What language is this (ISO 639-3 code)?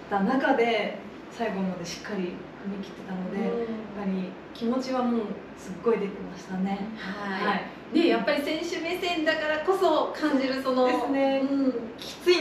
jpn